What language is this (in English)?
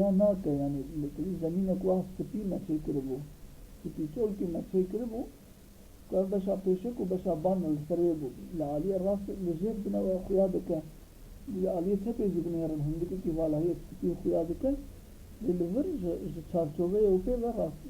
Kurdish